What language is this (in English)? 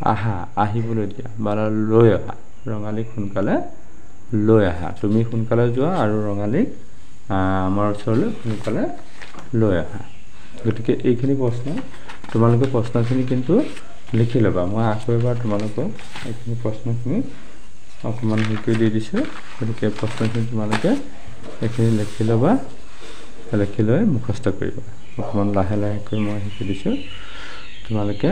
Assamese